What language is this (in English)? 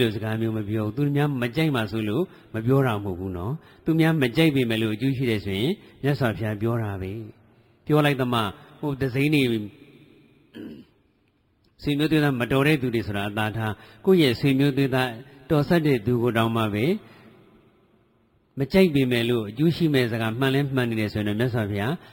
Burmese